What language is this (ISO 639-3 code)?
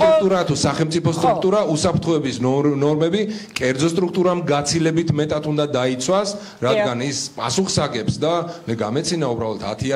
kat